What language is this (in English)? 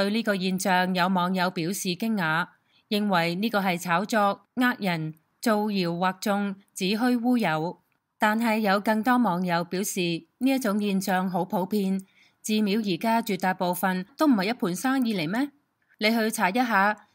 Cantonese